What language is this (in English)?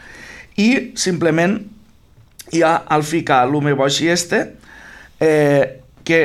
Catalan